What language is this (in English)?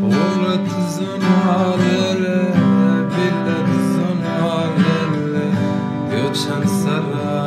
Zaza